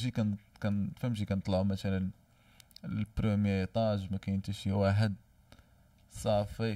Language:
Moroccan Arabic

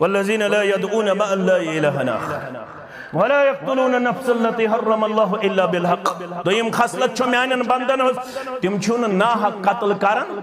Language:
Kashmiri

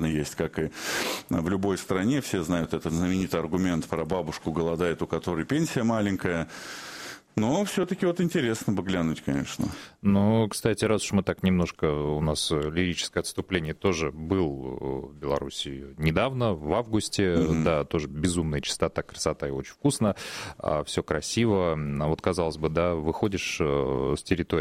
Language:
Russian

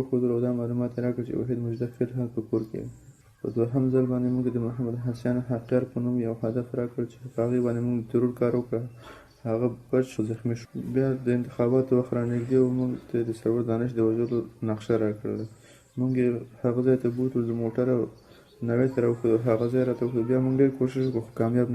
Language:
Pashto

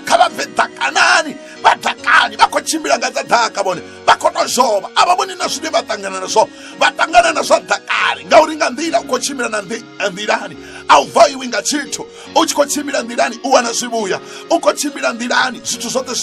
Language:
Venda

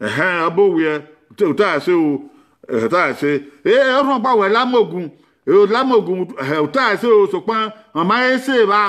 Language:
Bini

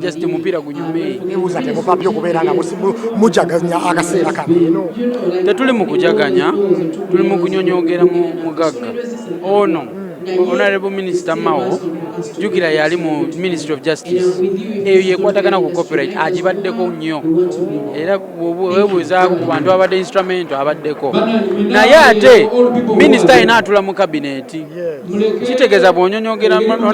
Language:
Ganda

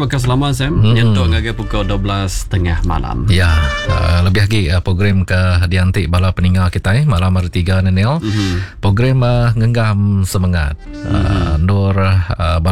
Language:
Iban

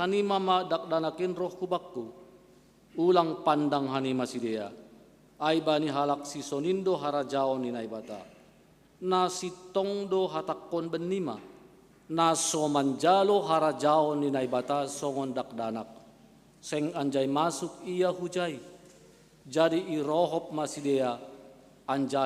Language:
Batak Simalungun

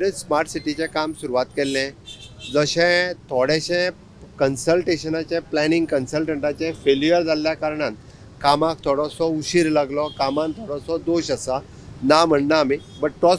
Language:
Konkani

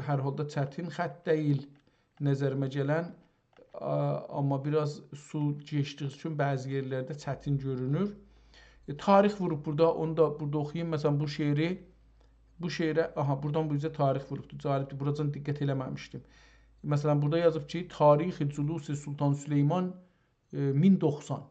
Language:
South Azerbaijani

